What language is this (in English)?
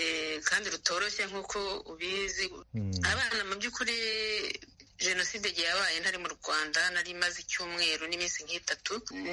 Kinyarwanda